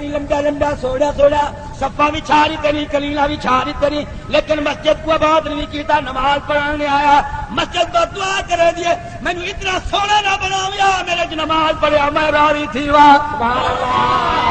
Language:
Saraiki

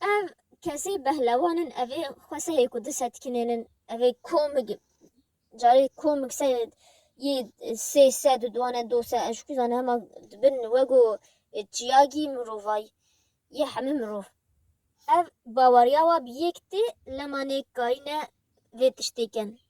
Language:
Kurdish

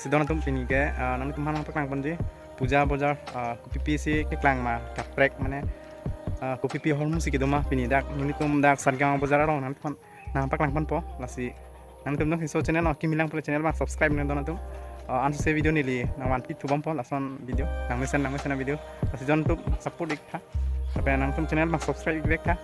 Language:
Karbi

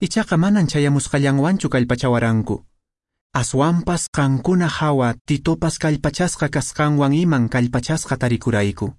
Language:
Quechua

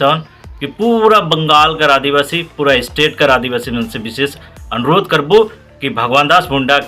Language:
Sadri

